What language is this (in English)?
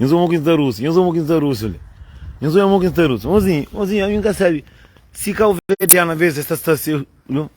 Kabuverdianu